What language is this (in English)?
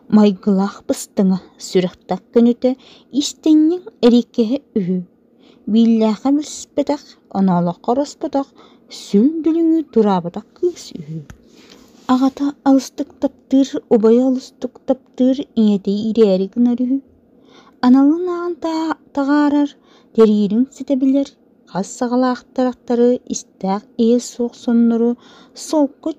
Yakut